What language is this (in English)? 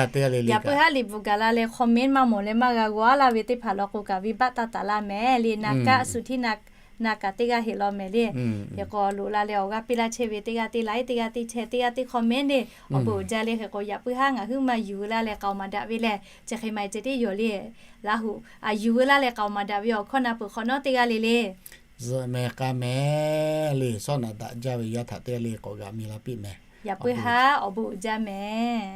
Lahu